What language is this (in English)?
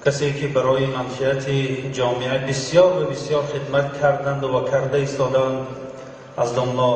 Tajik